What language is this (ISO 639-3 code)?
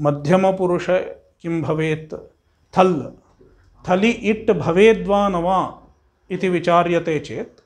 san